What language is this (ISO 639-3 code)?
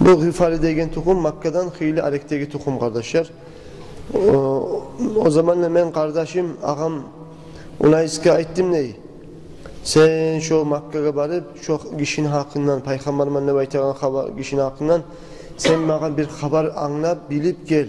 kum